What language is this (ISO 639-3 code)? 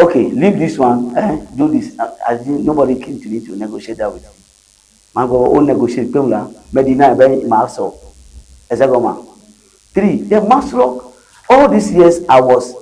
ewe